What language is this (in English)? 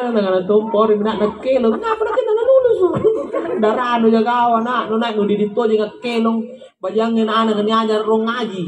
Makasar